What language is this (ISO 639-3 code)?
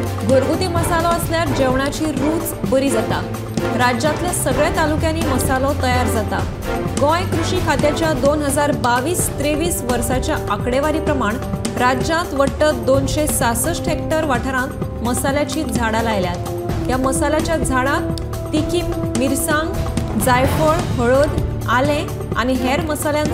kok